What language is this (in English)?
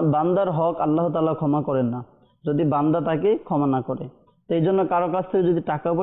Bangla